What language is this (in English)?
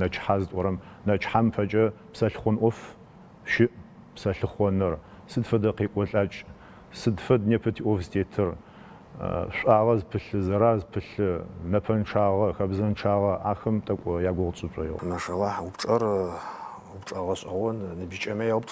Adyghe